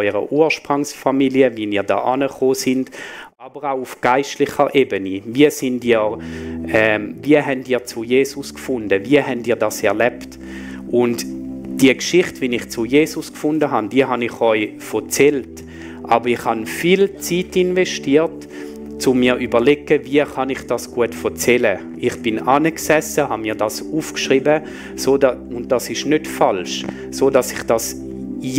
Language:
Swiss German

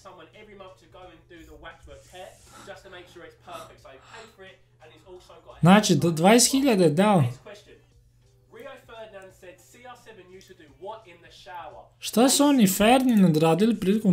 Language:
Serbian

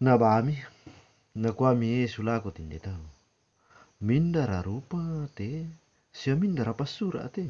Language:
Toraja-Sa'dan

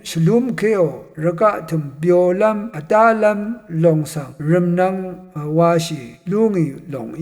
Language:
Rawang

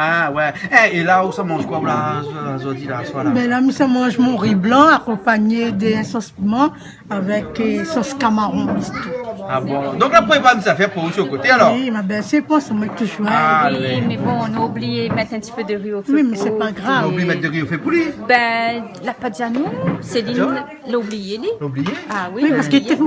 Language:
Réunion Creole French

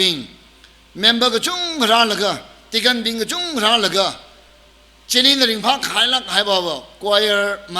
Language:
Tangkhul Naga (India)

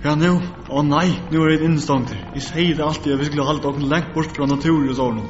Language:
Faroese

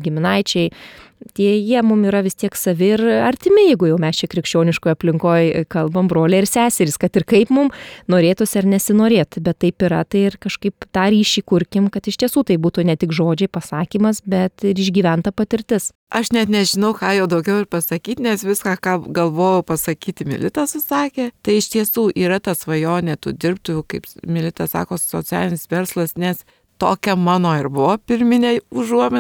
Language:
Lithuanian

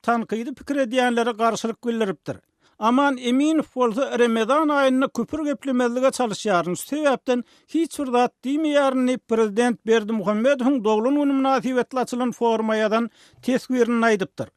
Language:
Turkmen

